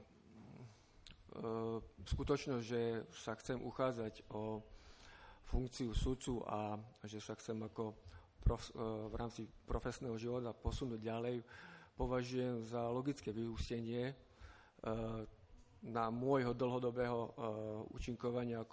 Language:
Slovak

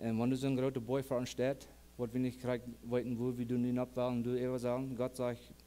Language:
Plautdietsch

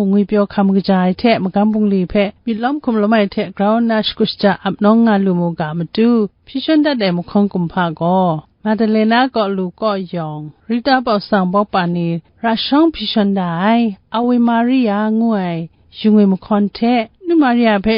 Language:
Kachin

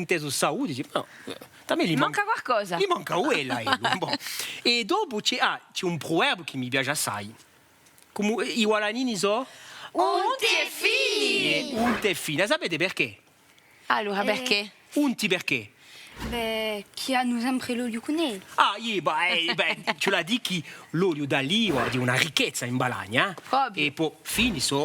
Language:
Corsican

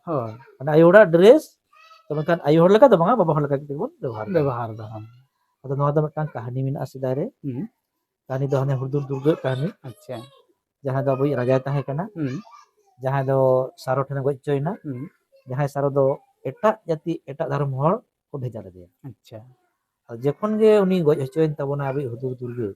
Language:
Santali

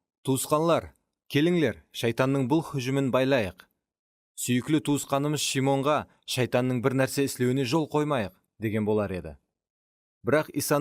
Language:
Kara-Kalpak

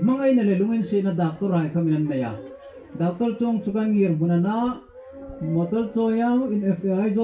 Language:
Hmar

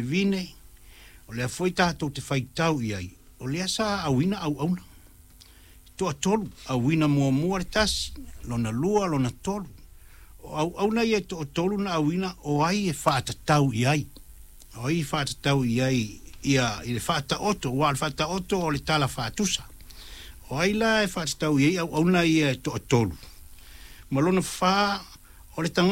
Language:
Samoan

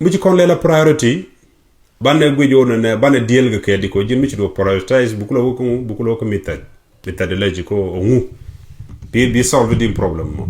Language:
Nuer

